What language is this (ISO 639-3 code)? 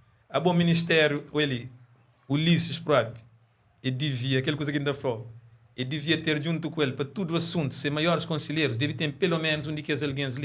kea